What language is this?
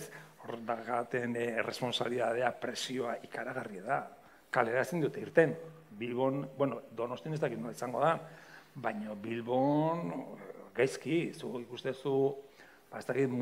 Basque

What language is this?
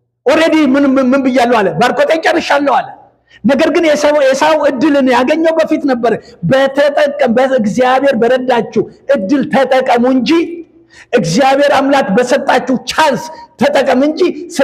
Amharic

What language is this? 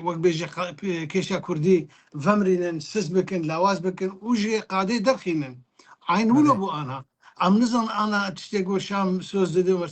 Kurdish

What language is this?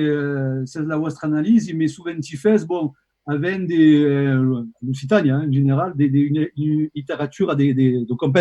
Occitan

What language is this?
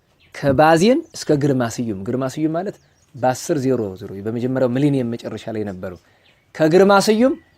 Amharic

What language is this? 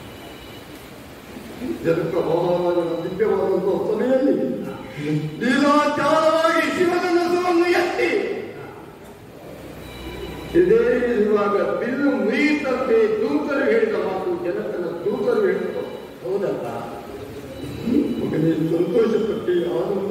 Kannada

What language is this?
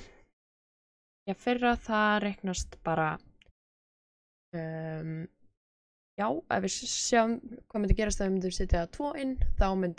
Icelandic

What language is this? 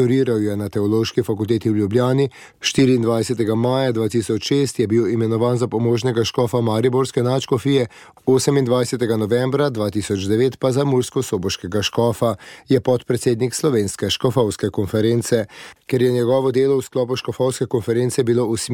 Slovenian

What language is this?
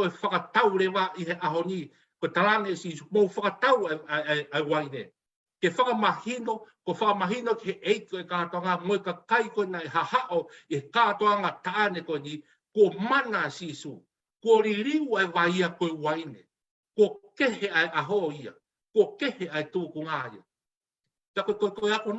Tongan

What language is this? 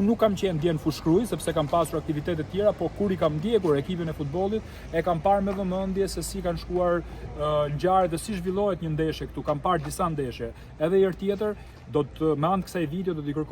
Albanian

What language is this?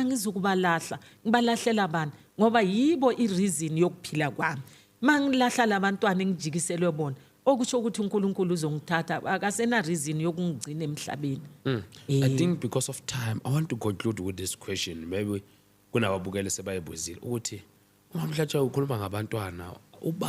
Zulu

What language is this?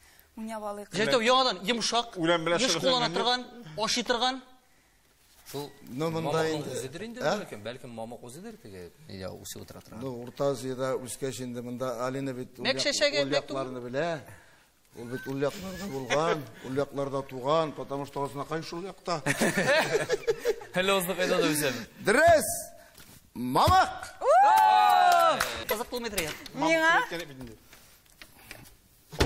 Tatar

